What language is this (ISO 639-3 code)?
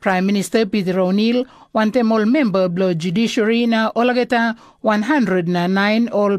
tpi